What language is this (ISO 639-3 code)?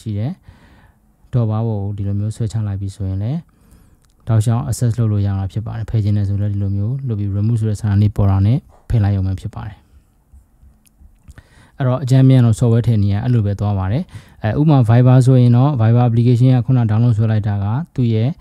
mya